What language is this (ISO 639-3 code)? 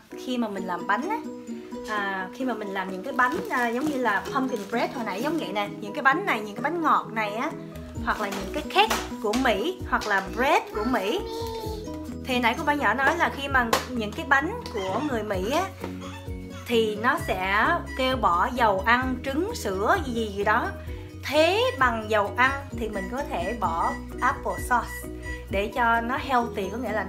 vie